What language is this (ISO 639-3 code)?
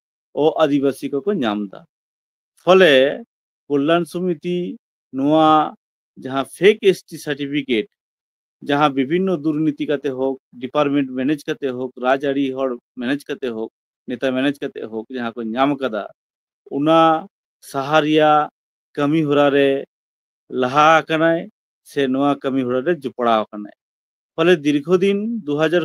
sat